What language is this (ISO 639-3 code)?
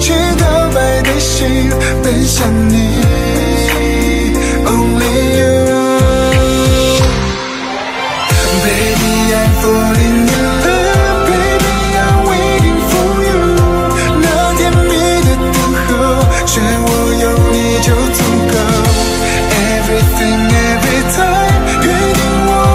zho